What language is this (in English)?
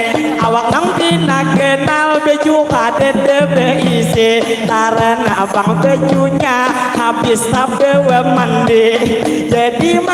Banjar